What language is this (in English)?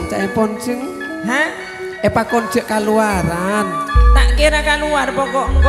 Madurese